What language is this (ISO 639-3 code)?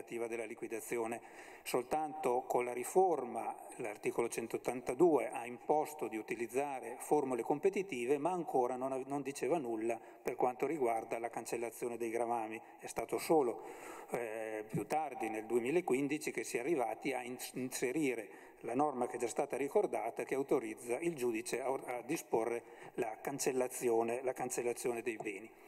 ita